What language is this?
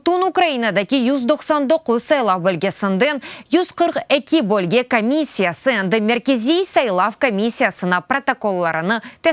Crimean Tatar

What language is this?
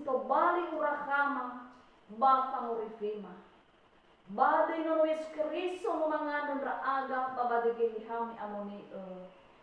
Nias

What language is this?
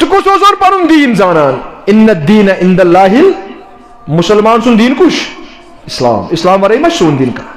Kashmiri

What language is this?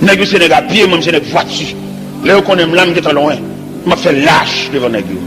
Haitian Creole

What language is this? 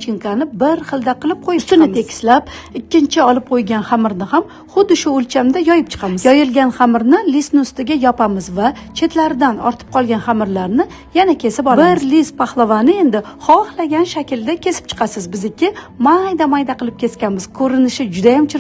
Uzbek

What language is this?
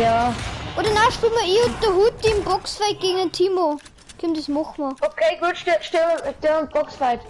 Bavarian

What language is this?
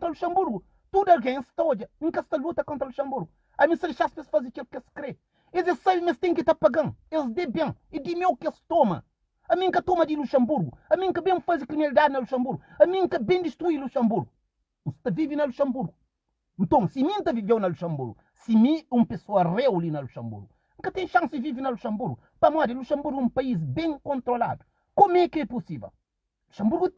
Kabuverdianu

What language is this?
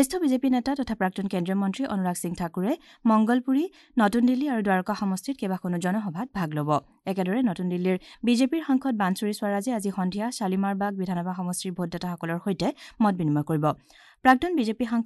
Assamese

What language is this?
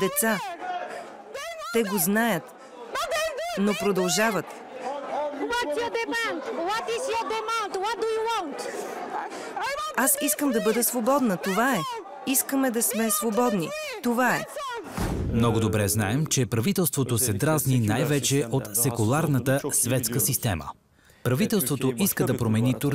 Bulgarian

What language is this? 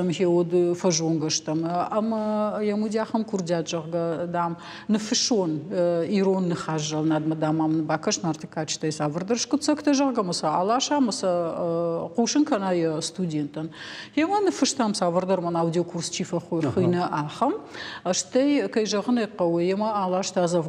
Ossetic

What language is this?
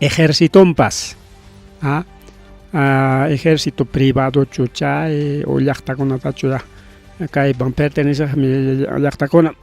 Ayacucho Quechua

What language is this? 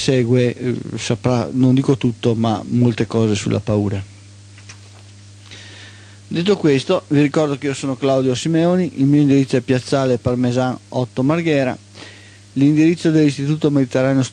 Italian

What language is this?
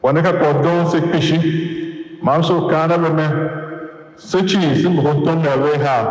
Tiv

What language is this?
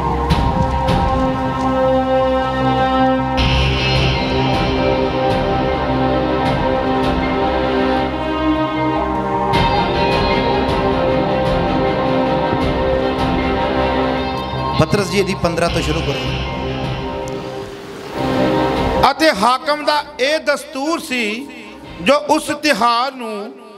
Punjabi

